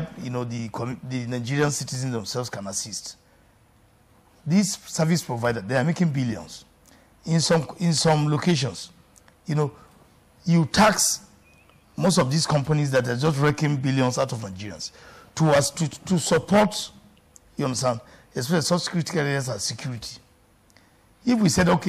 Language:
English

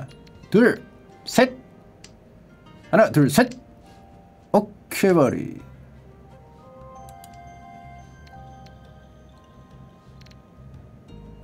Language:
Korean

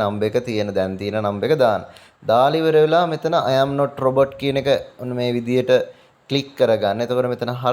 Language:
Sinhala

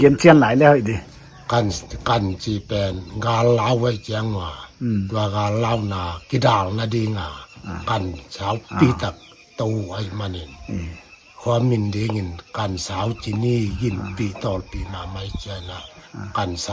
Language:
Paite Chin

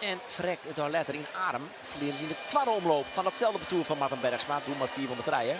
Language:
Western Frisian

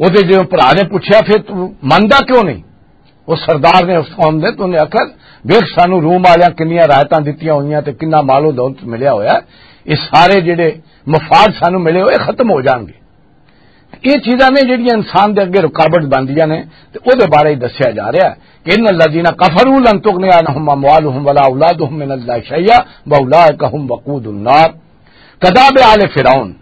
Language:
Western Panjabi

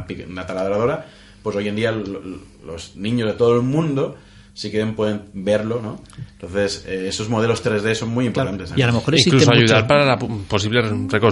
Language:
Spanish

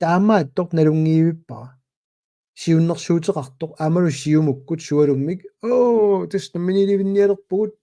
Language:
Kalaallisut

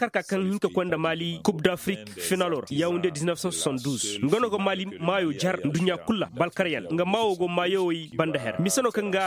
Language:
Koyraboro Senni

